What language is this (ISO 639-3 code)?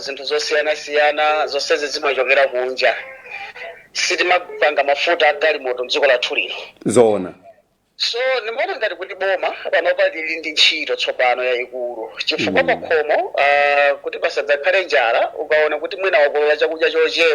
nya